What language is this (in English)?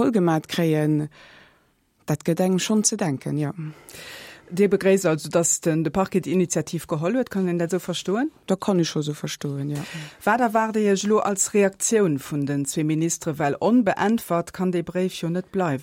Luxembourgish